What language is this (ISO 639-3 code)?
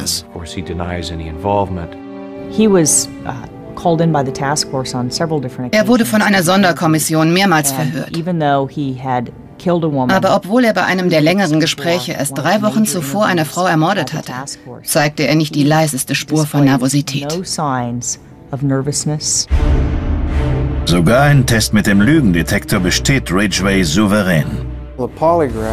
deu